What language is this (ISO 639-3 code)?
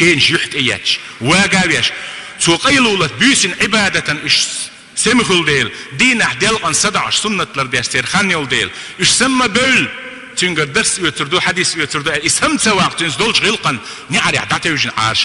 che